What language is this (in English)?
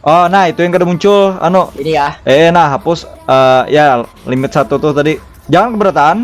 Banjar